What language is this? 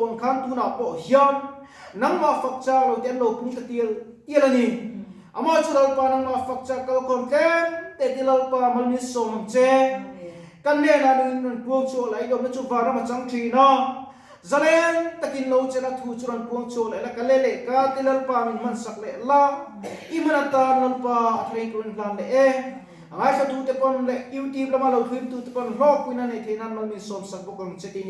Mizo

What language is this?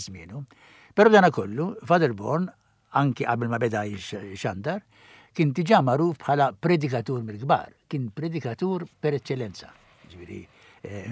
Maltese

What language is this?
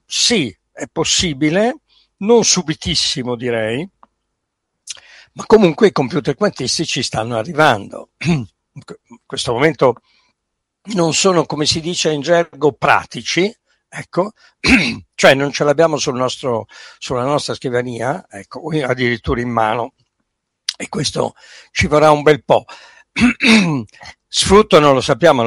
Italian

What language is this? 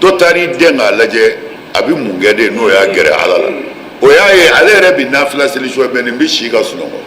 Bambara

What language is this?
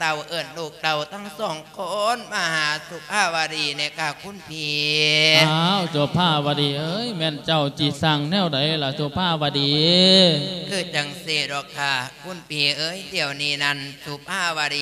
Lao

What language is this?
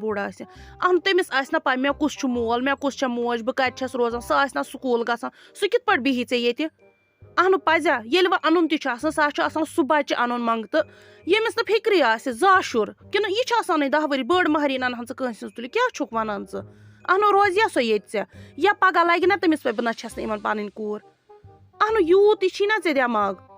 Kashmiri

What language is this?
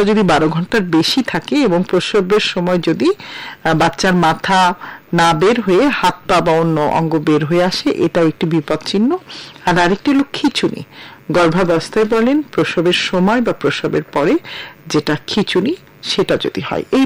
Bangla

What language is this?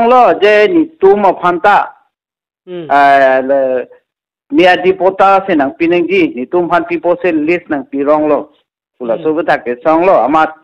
Karbi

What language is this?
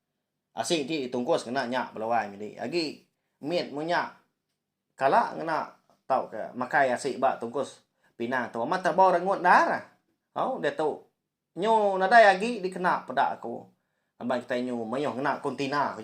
Iban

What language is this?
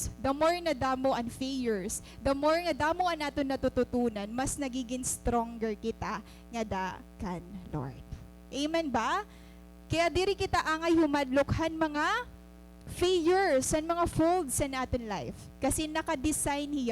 Waray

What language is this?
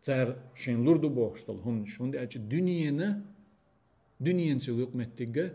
Chechen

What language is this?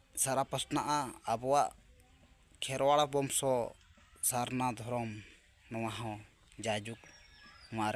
Santali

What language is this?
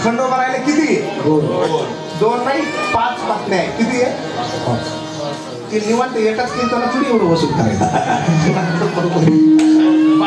Marathi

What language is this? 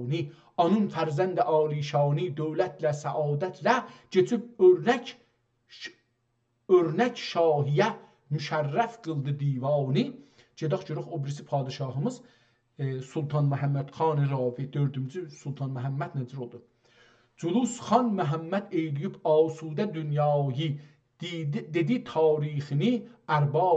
South Azerbaijani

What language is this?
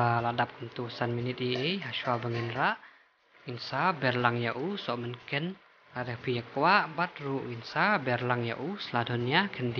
Khasi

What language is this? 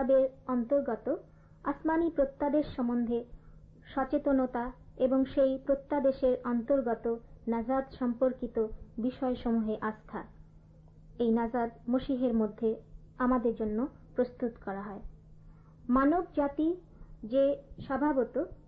Bangla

